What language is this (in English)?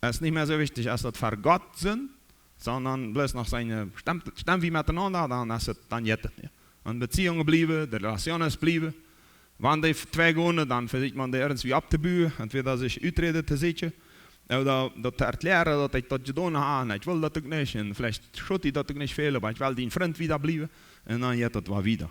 Plautdietsch